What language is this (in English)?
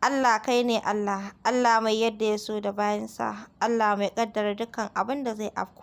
Hausa